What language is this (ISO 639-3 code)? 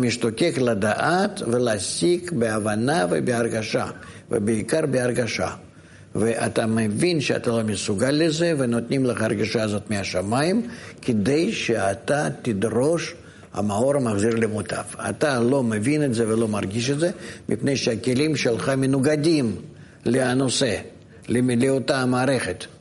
heb